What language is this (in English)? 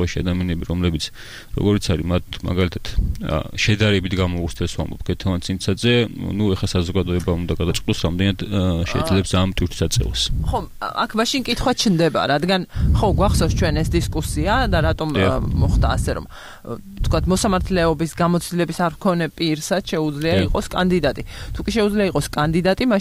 Georgian